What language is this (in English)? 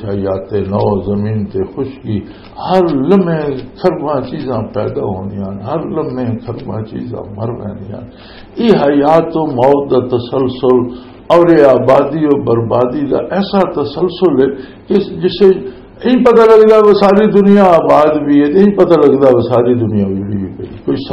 Western Panjabi